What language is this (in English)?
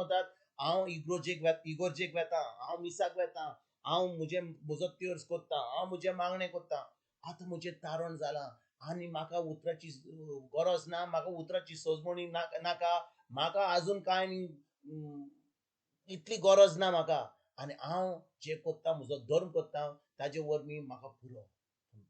Konkani